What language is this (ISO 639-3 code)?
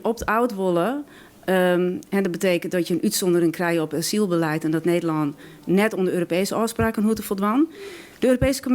fry